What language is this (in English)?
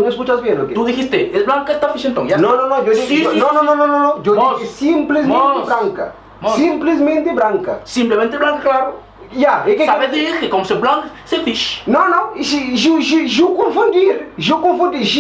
Kabuverdianu